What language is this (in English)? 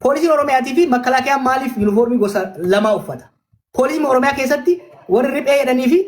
Oromo